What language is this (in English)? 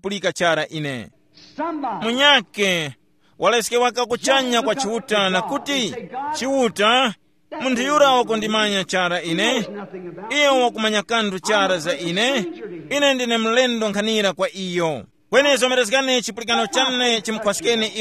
Tumbuka